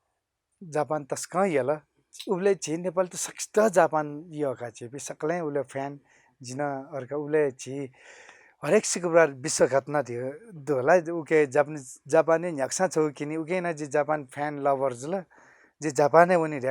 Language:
Newari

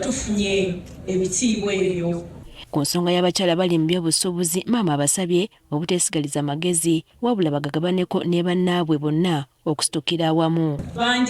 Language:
Ganda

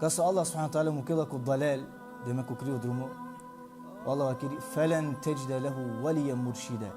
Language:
Balkan Romani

